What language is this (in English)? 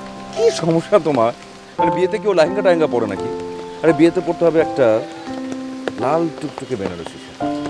Bangla